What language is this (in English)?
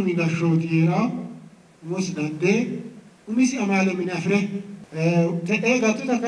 Sidamo